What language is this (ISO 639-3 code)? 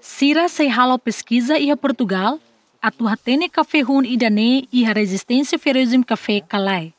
tet